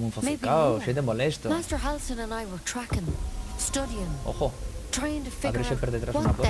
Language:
Asturian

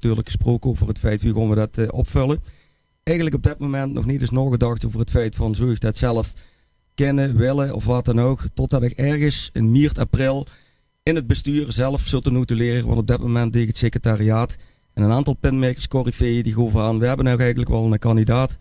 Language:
Limburgish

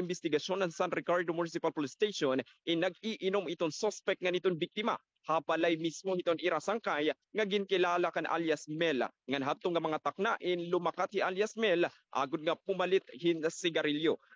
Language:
Waray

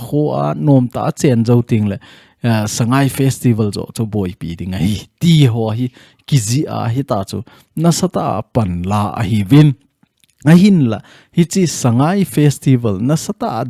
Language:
Thado Chin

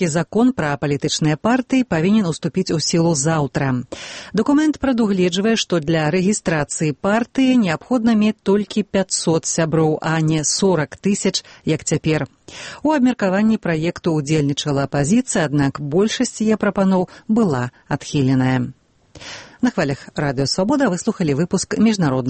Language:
Belarusian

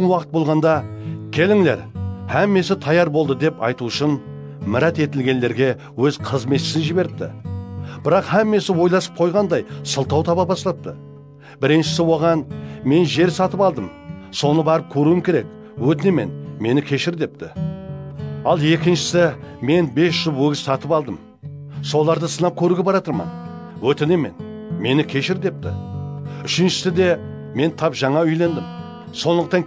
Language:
Kara-Kalpak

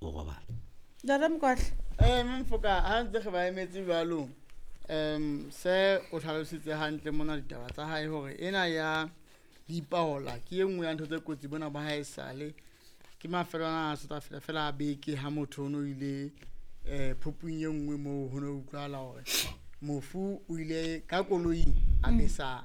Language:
Southern Sotho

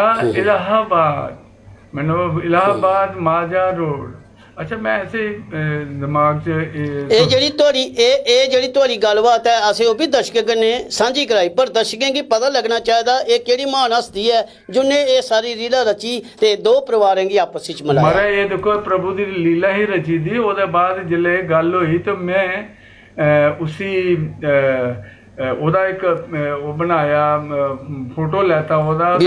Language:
Dogri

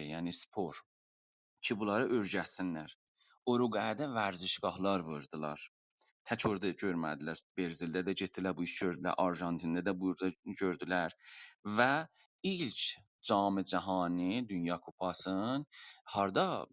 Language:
South Azerbaijani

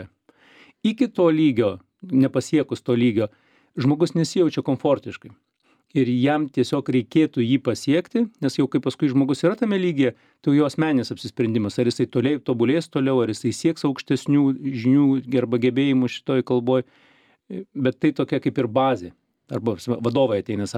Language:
Lithuanian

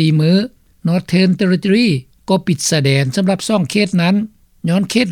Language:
Lao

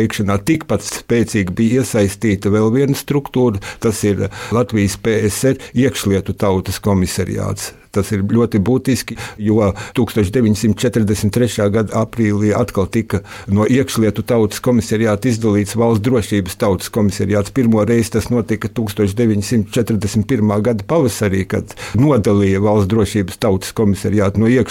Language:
Latvian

